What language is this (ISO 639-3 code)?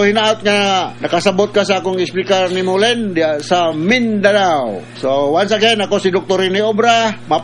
ceb